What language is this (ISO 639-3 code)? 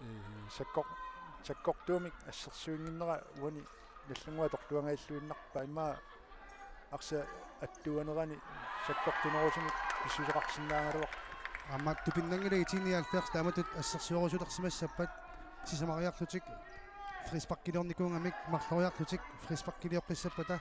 kal